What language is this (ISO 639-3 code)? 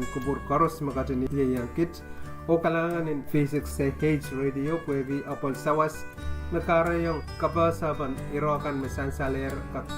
pon